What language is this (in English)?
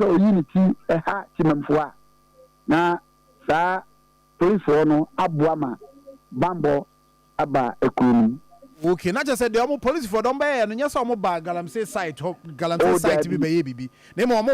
Akan